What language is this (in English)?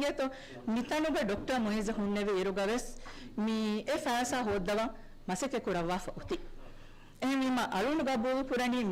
Divehi